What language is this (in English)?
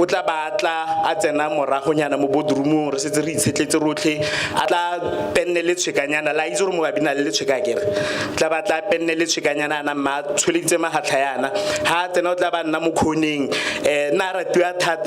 Tswana